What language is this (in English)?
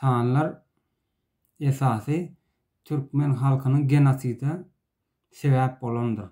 Turkmen